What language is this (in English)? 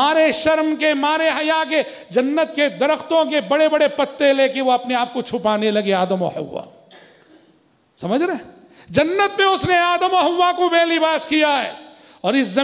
Urdu